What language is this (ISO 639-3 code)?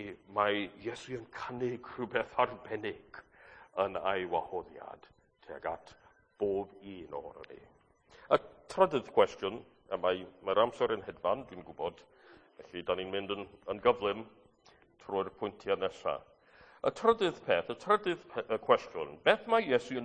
cym